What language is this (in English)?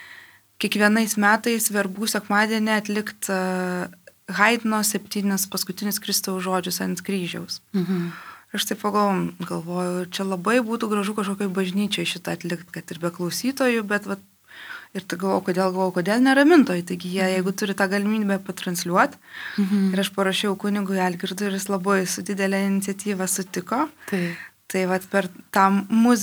Lithuanian